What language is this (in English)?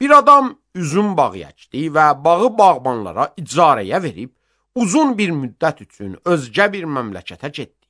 Azerbaijani